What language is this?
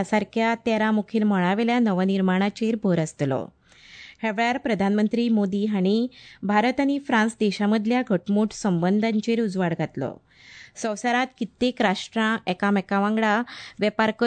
Konkani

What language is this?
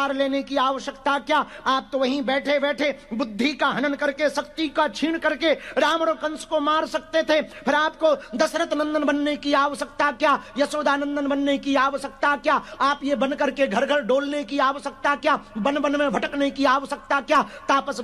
Hindi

